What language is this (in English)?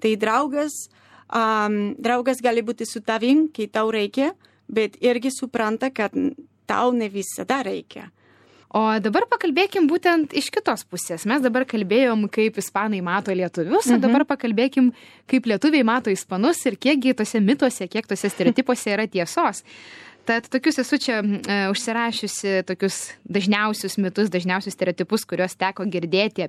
Lithuanian